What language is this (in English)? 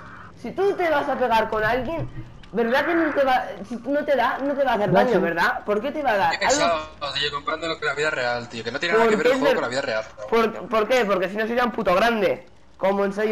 Spanish